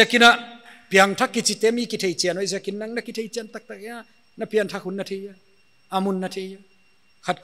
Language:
Paite Chin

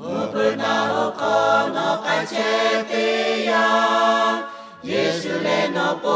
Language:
Lahu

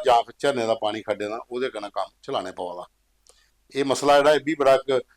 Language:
Dogri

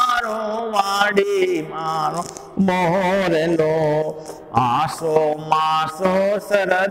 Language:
Gujarati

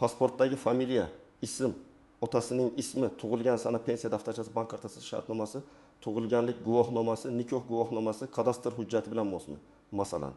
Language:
Uzbek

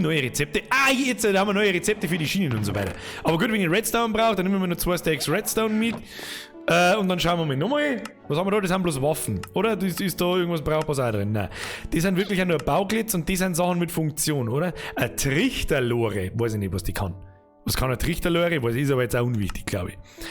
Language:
Bavarian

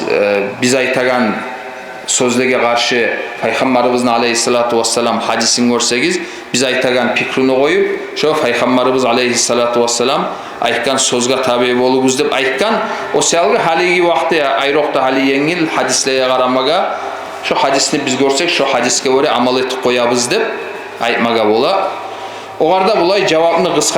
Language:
Kumyk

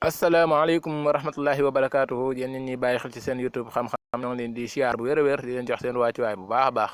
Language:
Wolof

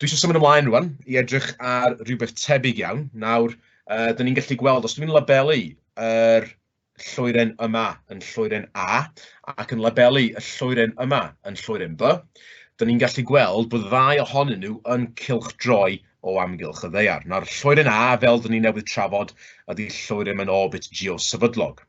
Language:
Welsh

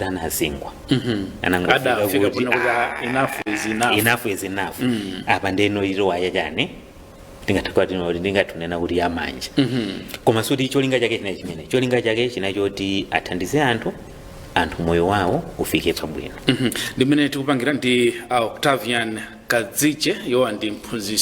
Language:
Nyanja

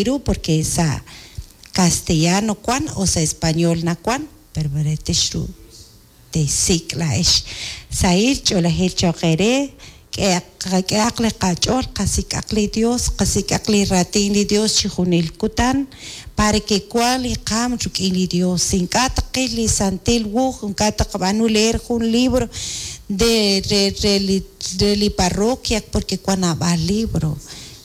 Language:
Kekchí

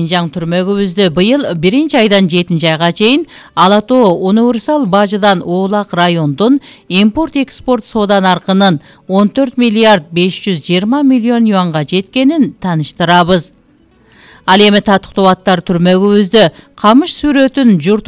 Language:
Kyrgyz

